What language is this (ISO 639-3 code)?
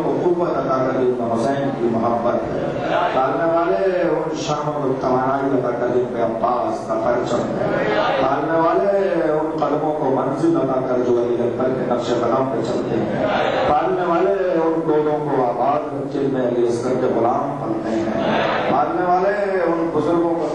urd